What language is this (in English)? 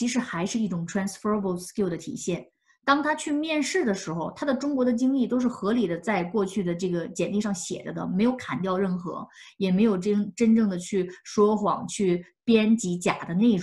Chinese